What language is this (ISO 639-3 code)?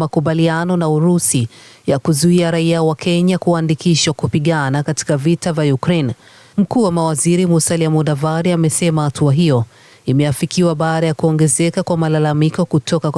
swa